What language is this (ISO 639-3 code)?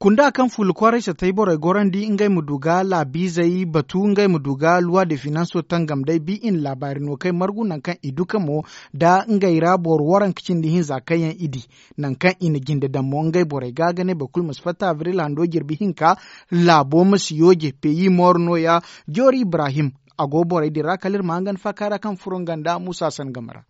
dje